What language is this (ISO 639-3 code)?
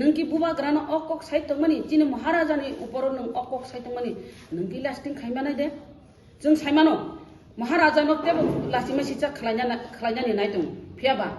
trp